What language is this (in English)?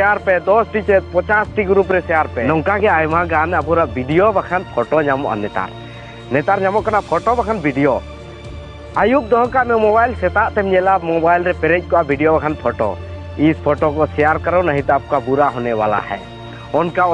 Santali